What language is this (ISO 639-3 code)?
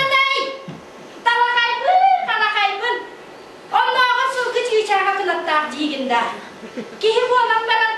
sah